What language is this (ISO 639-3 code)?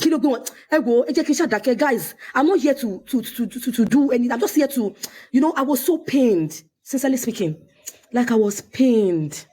yor